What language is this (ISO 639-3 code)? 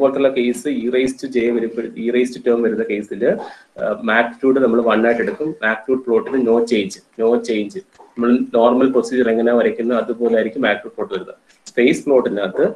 mal